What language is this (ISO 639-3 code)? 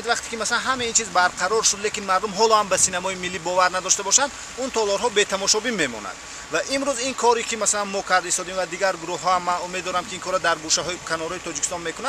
tgk